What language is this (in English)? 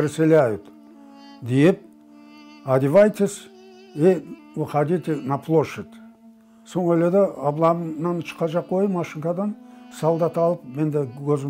Crimean Tatar